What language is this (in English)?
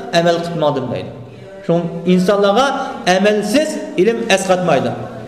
Uyghur